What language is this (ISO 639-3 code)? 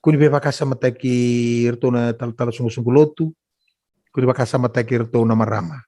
fij